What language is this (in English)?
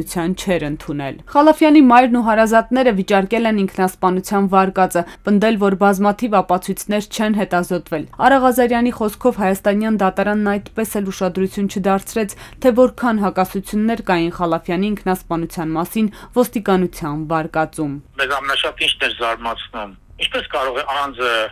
Armenian